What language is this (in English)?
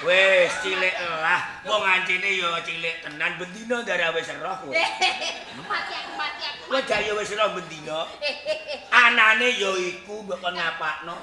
Javanese